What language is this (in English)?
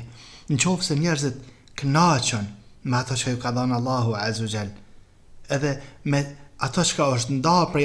Albanian